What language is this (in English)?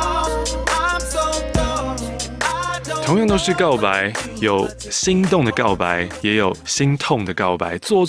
Chinese